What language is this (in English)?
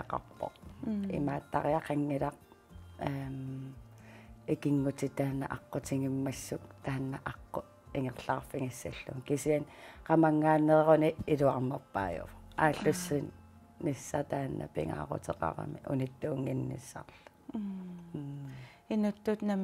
Kalaallisut